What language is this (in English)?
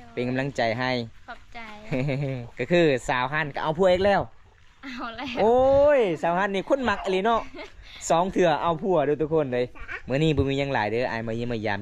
Lao